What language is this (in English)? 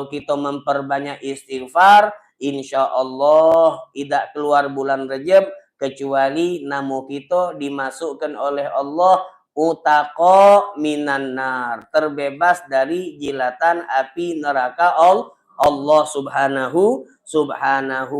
Musi